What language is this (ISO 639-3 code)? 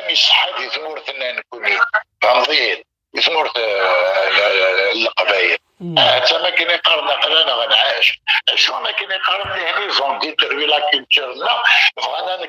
kab